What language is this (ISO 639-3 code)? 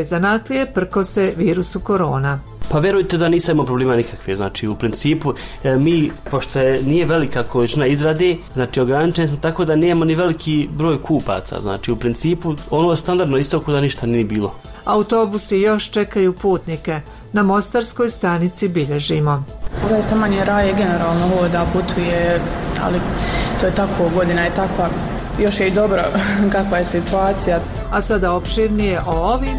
bos